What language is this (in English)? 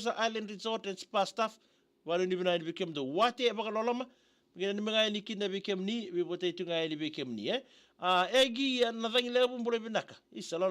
Fijian